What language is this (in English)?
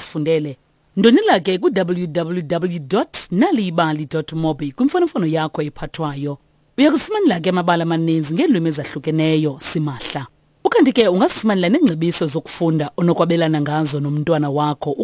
Xhosa